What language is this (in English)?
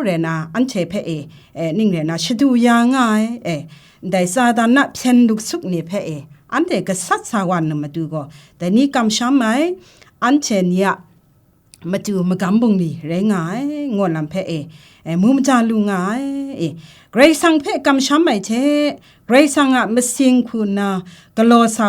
Kachin